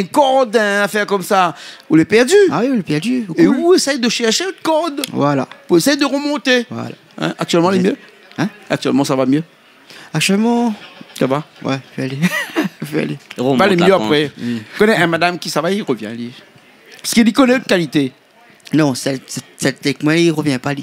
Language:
Réunion Creole French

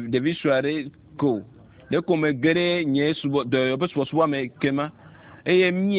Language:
Ewe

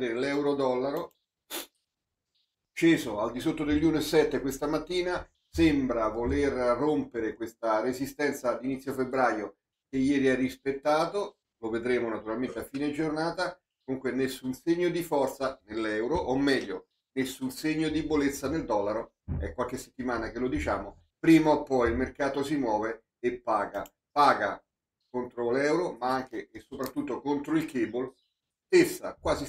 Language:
Italian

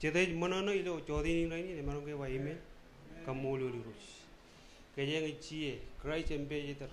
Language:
Marshallese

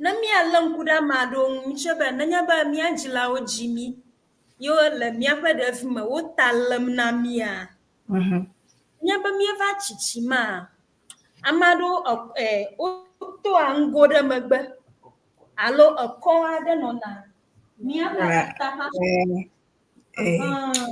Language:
Ewe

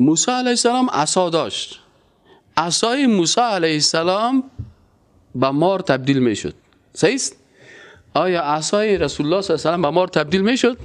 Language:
Persian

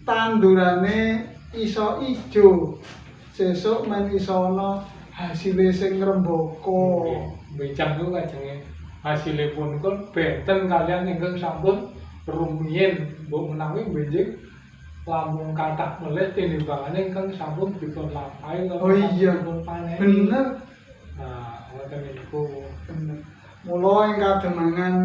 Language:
Javanese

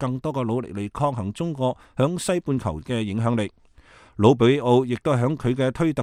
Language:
Cantonese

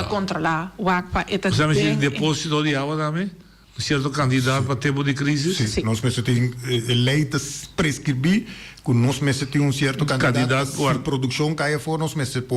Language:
Papiamento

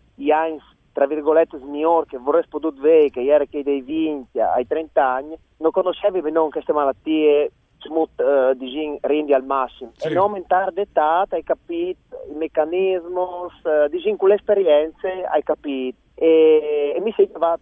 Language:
Friulian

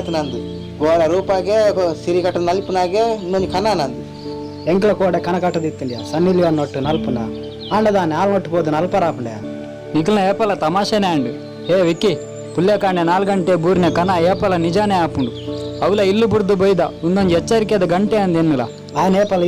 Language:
Tulu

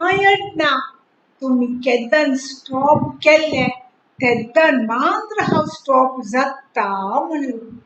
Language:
Konkani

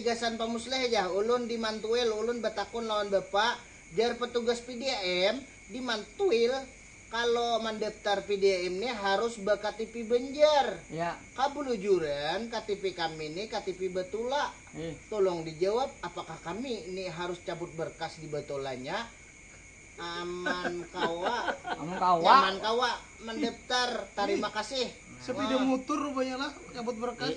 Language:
Banjar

